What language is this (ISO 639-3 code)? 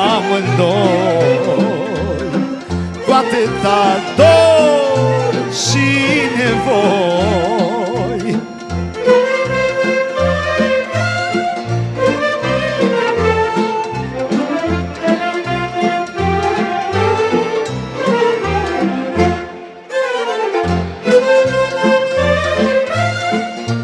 ron